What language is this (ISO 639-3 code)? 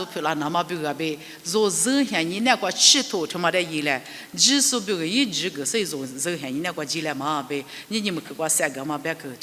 lis